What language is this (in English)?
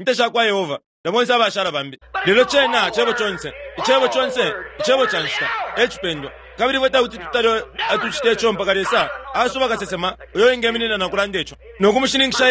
Bemba